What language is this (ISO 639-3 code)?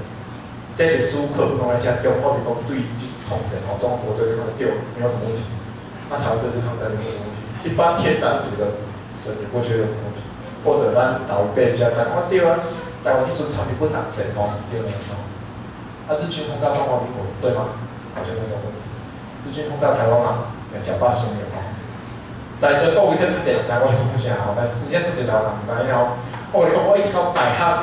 nan